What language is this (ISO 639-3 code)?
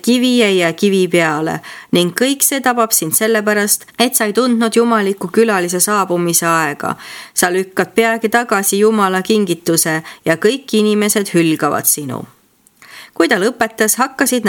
est